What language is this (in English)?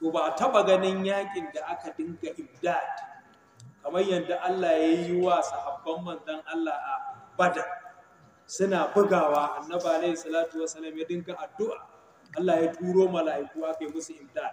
Hausa